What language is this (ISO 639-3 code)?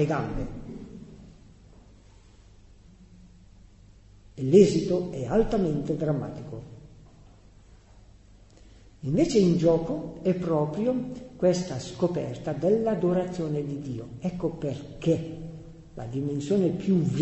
ita